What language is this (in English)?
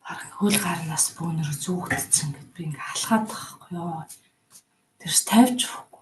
Mongolian